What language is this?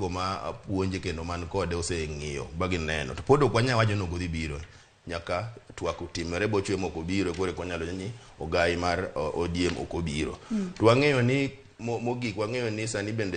Luo (Kenya and Tanzania)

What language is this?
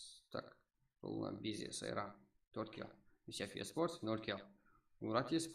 Kara-Kalpak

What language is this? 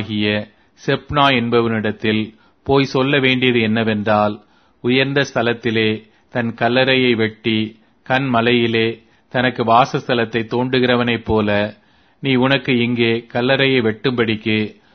Tamil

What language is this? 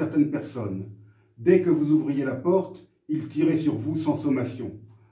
French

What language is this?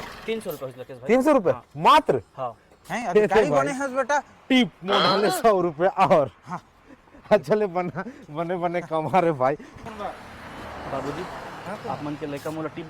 Chhattisgarhi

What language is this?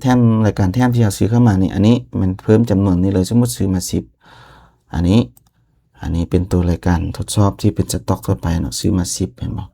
Lao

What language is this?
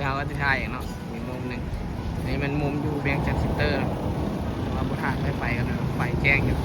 Northeastern Thai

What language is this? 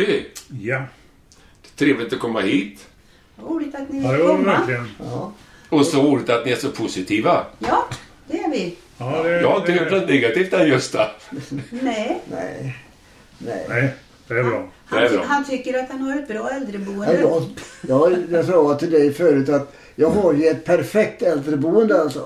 Swedish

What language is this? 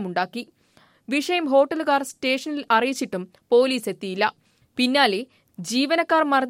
Malayalam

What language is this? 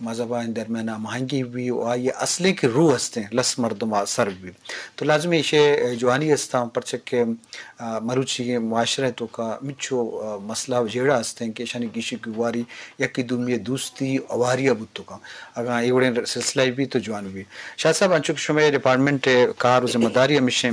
Eastern Balochi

